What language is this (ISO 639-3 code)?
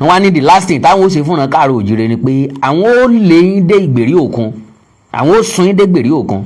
yor